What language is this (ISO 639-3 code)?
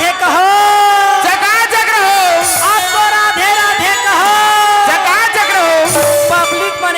hne